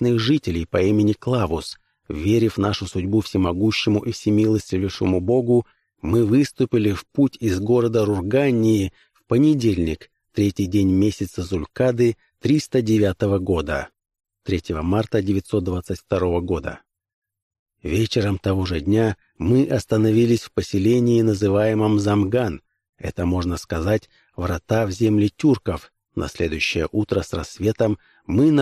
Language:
Russian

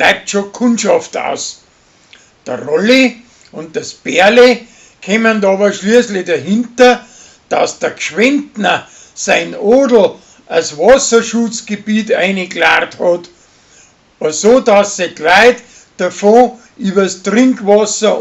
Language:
Bavarian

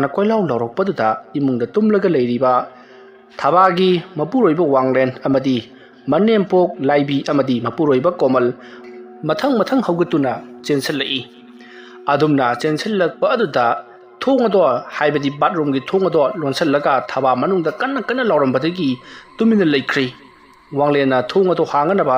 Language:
Manipuri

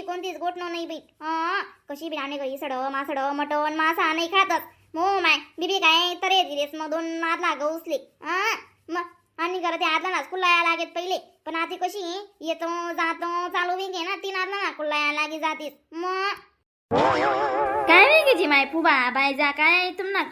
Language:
Khandesi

